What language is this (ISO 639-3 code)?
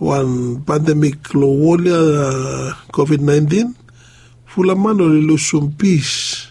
bis